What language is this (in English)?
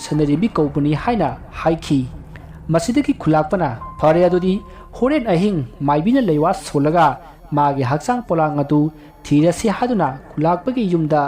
Manipuri